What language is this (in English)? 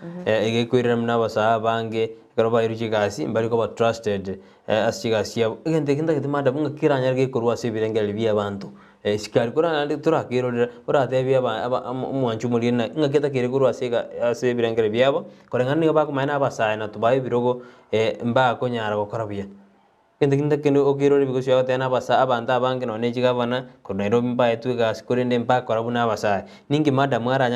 Gusii